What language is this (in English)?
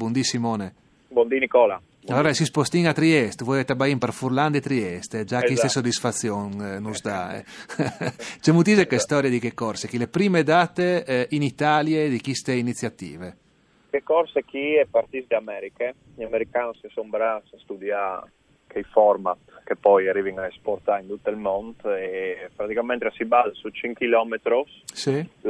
Friulian